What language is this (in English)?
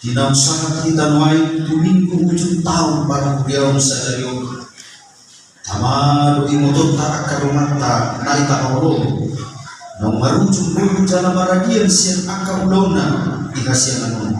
Batak Toba